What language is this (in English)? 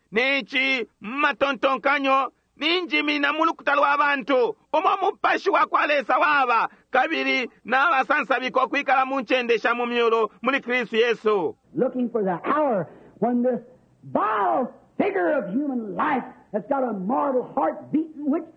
Bemba